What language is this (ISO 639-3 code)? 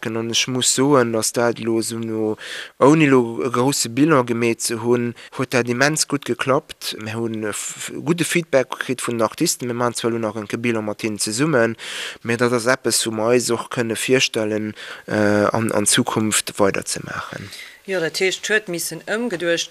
ltz